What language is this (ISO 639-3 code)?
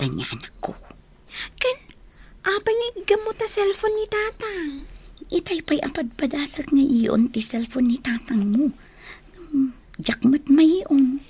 ilo